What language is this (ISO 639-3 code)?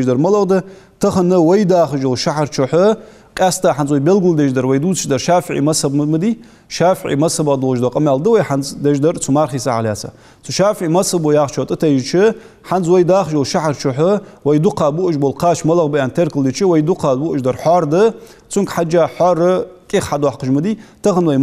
inh